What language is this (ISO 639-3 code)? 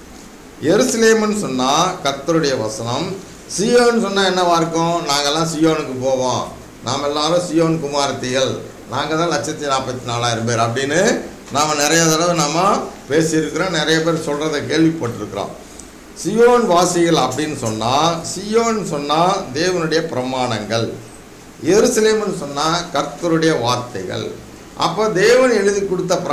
tam